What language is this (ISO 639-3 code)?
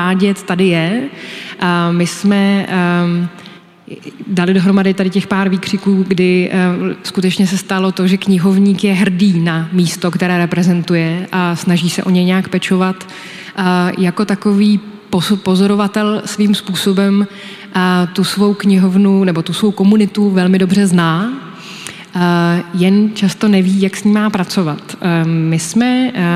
ces